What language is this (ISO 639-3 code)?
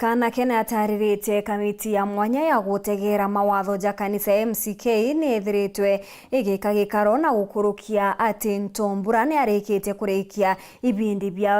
mer